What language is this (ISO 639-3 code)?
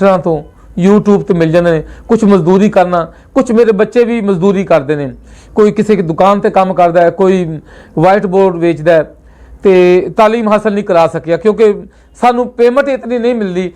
lah